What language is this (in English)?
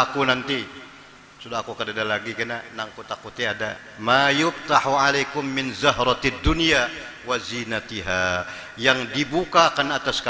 Banjar